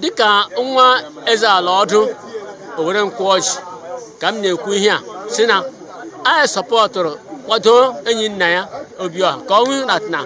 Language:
Igbo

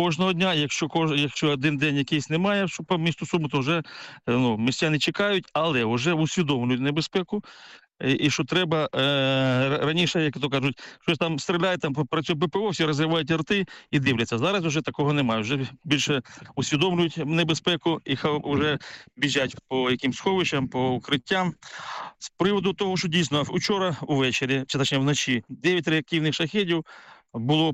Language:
Ukrainian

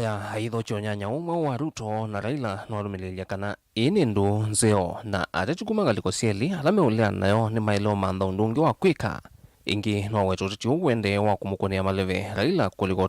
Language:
Kamba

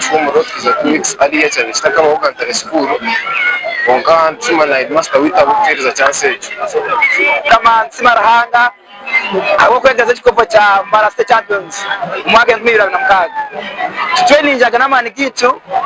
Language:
Nyankole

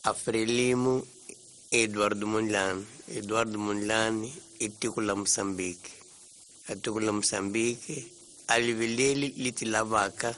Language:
Tsonga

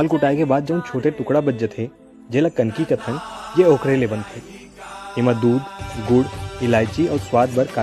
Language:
Chhattisgarhi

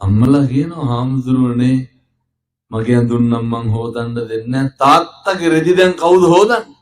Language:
Sinhala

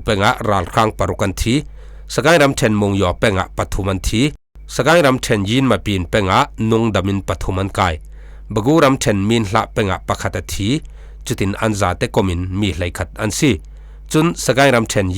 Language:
Falam Chin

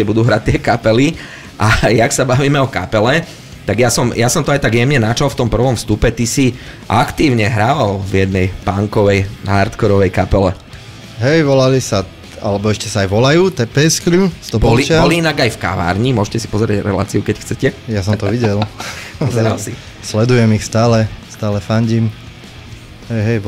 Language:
Slovak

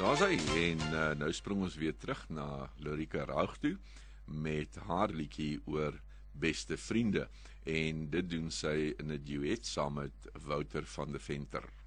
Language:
Afrikaans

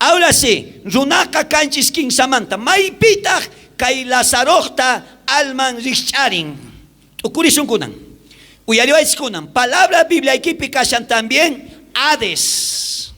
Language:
South Bolivian Quechua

